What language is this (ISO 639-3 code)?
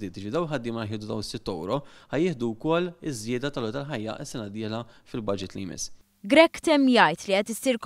mlt